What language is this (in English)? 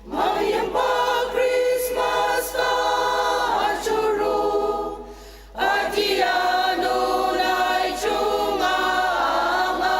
Ao Naga